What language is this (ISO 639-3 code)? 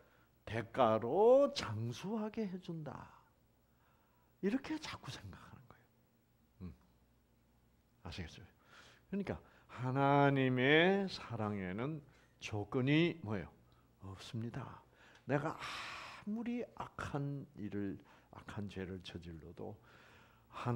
kor